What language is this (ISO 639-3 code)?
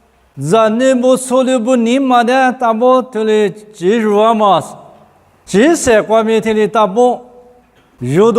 lis